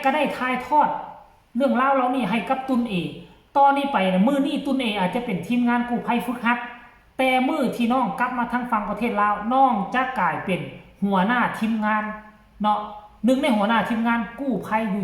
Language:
Northeastern Thai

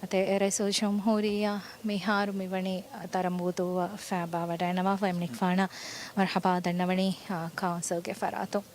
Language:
Divehi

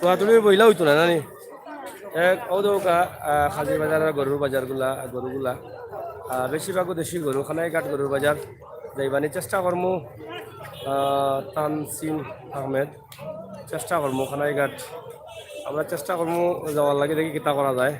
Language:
Sylheti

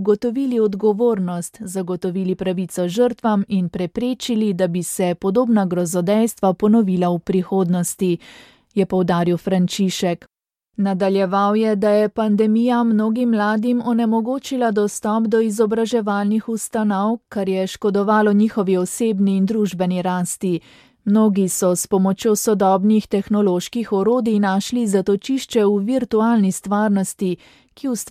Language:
Slovenian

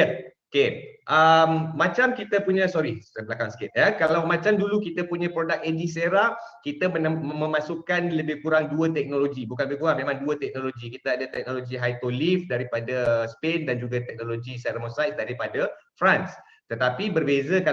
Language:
Malay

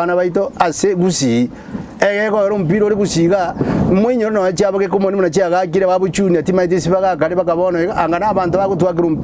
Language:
Gusii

